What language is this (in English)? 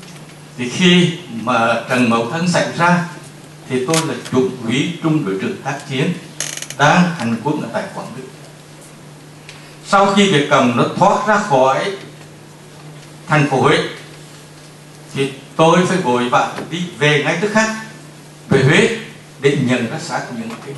Vietnamese